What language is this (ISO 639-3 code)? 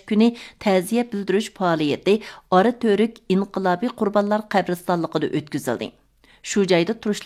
uig